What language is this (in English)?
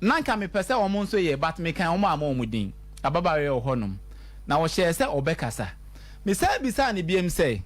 Akan